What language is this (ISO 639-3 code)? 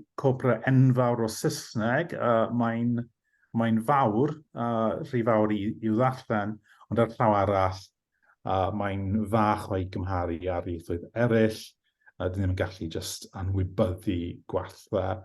cym